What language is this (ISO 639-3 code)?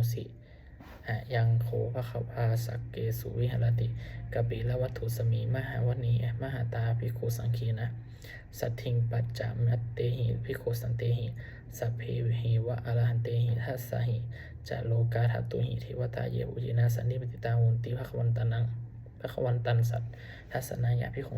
pli